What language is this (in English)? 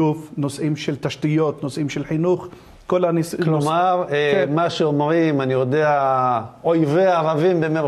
Hebrew